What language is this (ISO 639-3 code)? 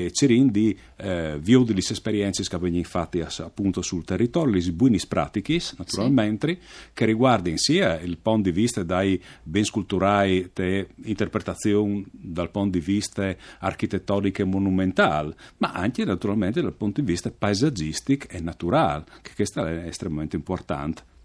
fur